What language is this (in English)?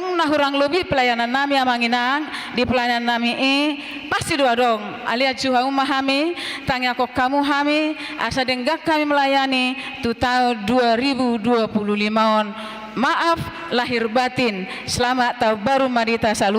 Batak Toba